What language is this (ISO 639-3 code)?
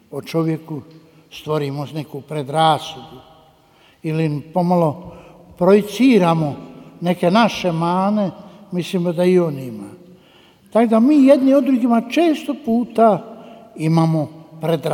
hrv